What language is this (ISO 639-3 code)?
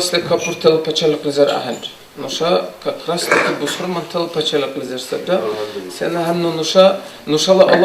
dar